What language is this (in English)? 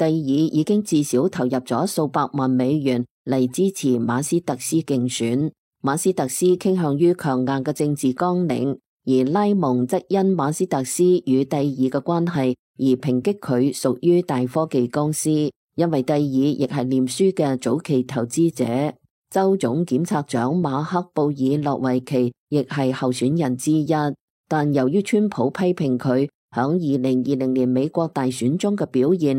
Cantonese